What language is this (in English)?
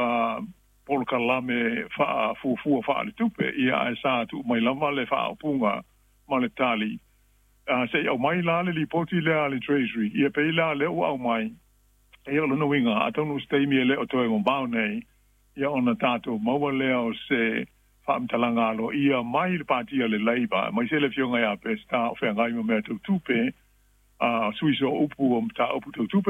Samoan